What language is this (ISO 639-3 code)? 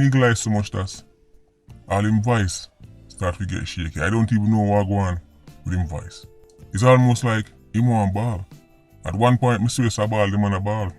jam